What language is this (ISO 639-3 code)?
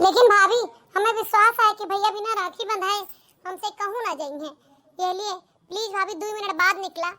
awa